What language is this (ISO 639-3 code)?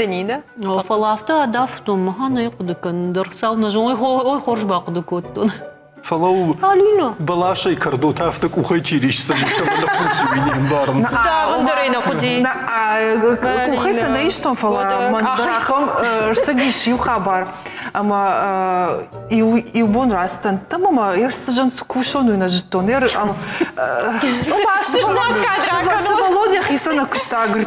oss